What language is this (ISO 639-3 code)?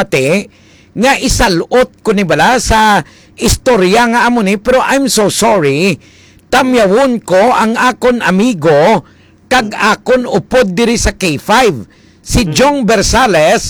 hil